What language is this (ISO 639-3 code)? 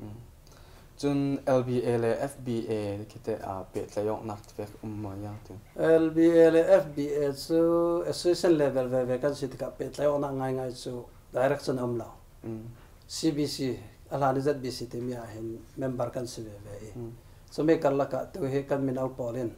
cfm